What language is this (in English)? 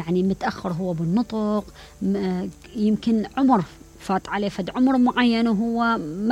Mesopotamian Arabic